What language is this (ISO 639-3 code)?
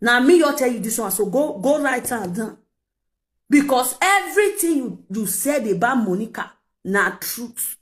pcm